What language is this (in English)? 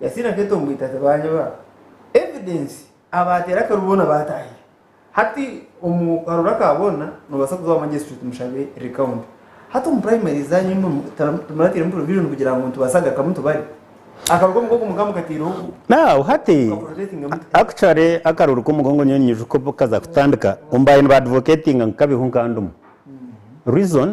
Nyankole